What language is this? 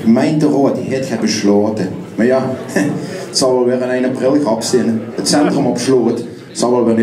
Limburgish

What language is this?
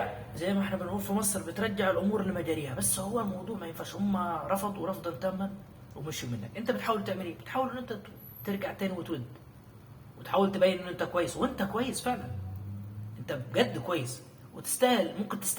Egyptian Arabic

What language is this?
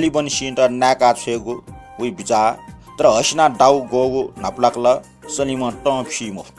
Newari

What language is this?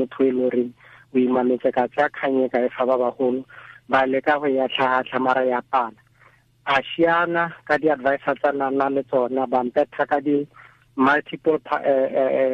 Tswana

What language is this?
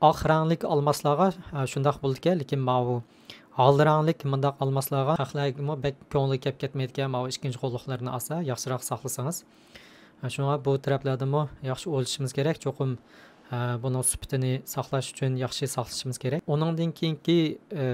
Uyghur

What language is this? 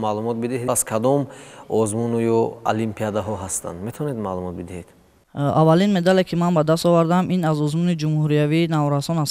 Tajik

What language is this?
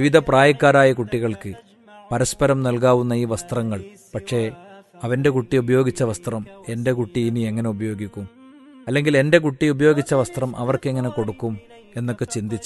Malayalam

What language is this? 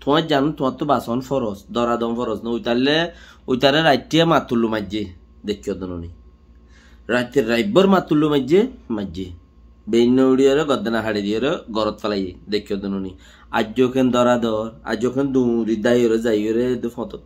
Rohingya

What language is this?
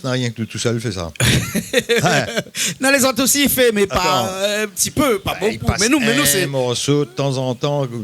Réunion Creole French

